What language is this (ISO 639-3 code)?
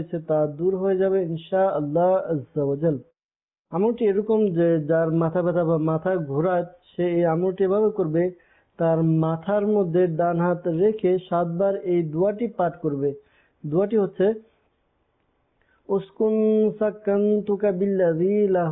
ben